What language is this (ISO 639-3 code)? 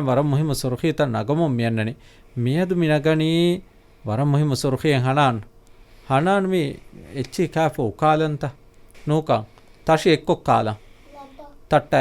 div